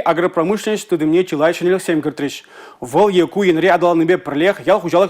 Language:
Chuvash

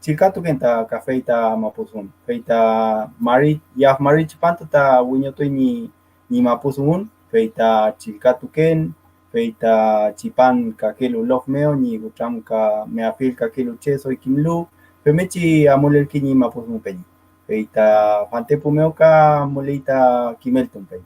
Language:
Mapuche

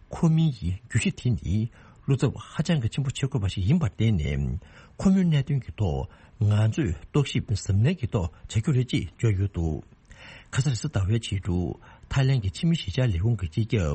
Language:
Tibetan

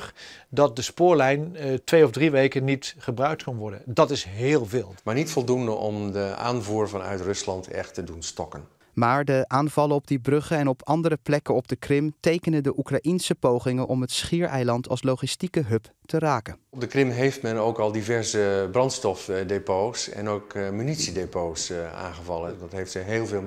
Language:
Dutch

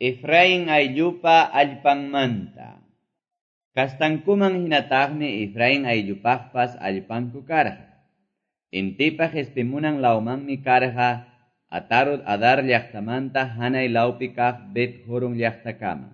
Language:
Quechua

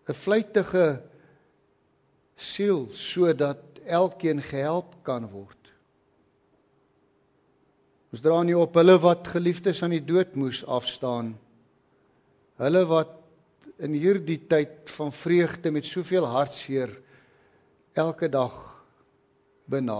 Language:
Afrikaans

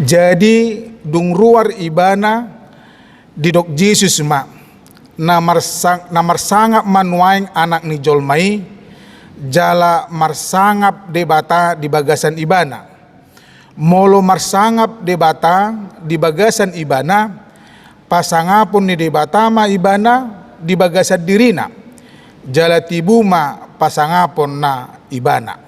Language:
Batak Toba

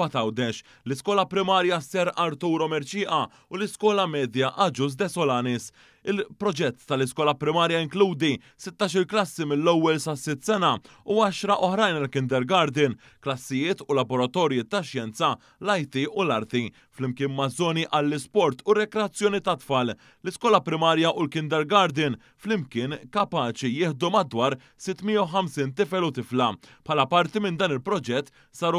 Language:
Maltese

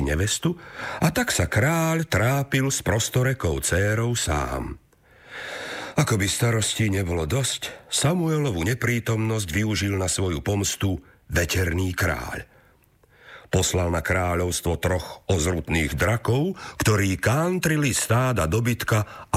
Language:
Slovak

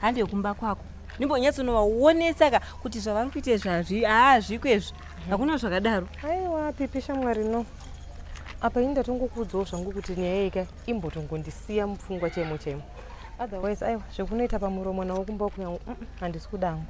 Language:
Shona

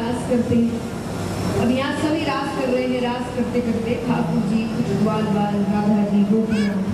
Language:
Hindi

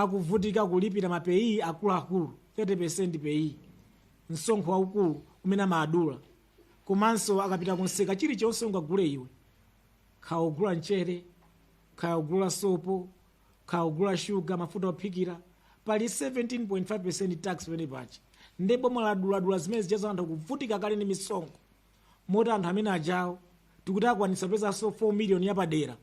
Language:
Nyanja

